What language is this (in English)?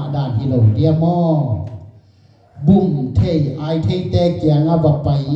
Tedim Chin